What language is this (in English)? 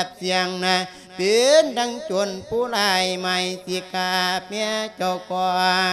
Lao